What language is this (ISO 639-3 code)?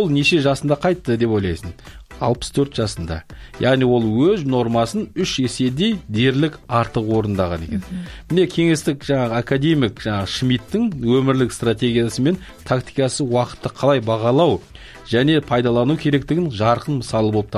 kaz